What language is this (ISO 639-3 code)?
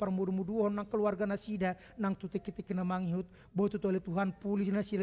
bbc